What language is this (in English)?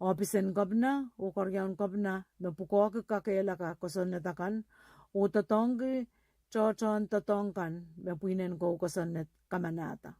Pohnpeian